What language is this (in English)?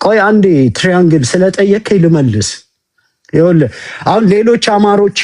Amharic